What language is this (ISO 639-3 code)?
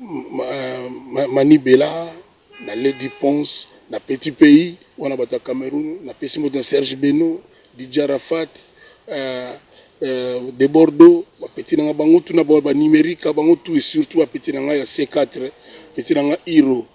lin